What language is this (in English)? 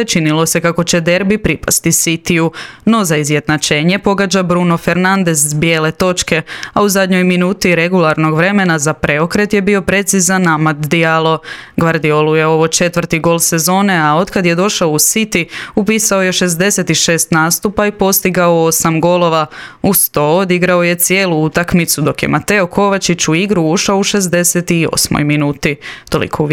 Croatian